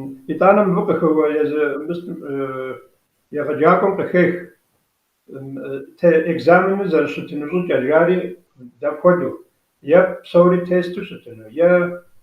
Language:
Kabardian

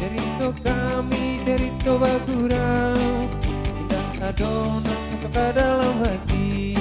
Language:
Minangkabau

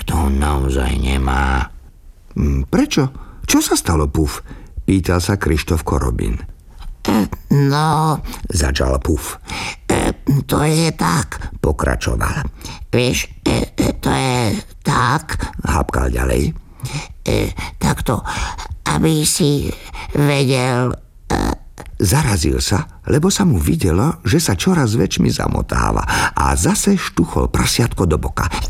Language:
Slovak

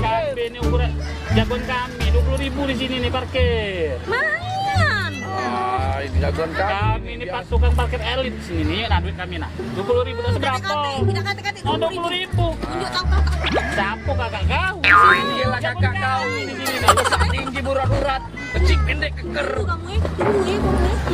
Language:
Musi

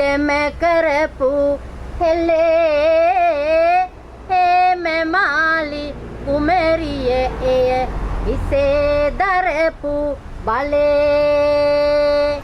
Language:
Sinhala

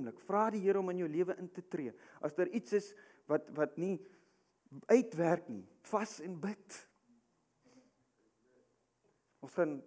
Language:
Afrikaans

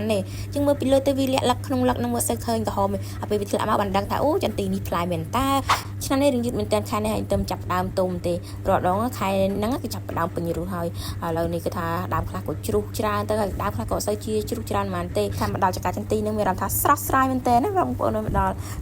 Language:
Khmer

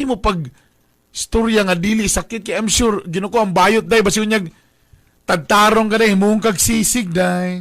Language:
Cebuano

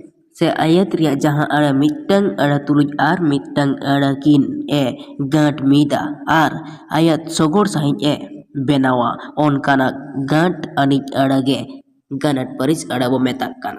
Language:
Santali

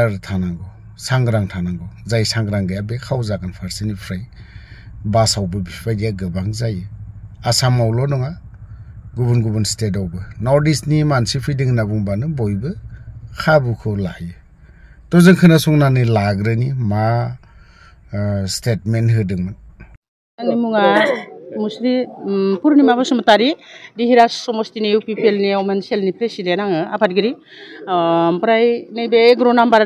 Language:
Bodo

